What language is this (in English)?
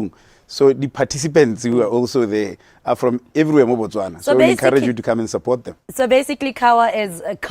Tswana